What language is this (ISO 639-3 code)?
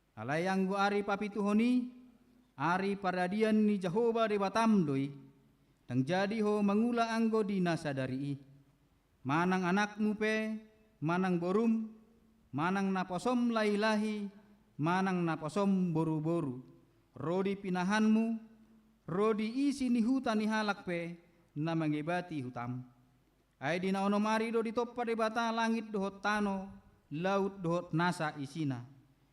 bbc